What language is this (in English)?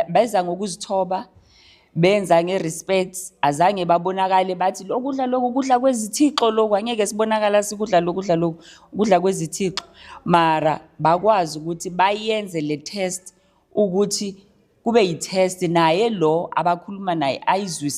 Zulu